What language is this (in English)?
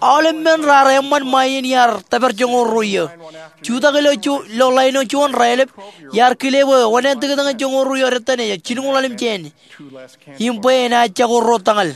Marshallese